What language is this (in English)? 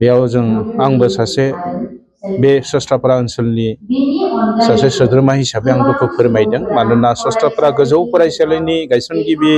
Bodo